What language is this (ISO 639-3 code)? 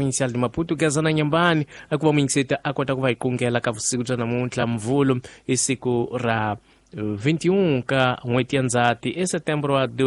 tso